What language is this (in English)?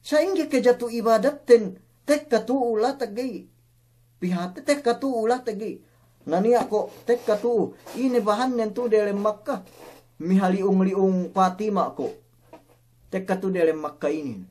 Yakan